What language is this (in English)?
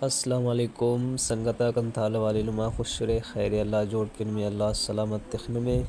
Brahui